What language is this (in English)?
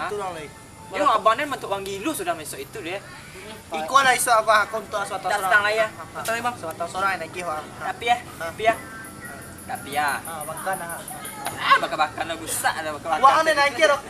Minangkabau